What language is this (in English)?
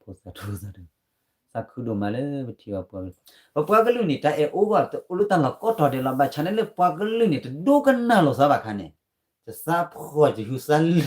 S'gaw Karen